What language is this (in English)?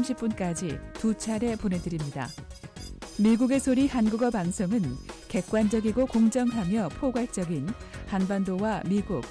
Korean